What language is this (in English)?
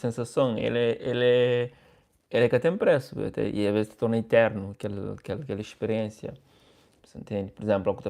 Kabuverdianu